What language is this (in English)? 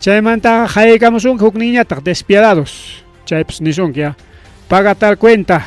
Ayacucho Quechua